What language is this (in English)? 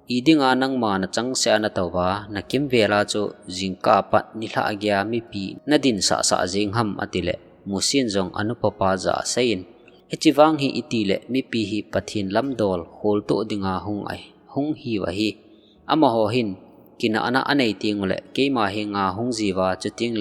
Thado Chin